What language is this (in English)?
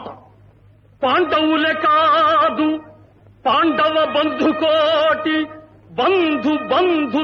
Telugu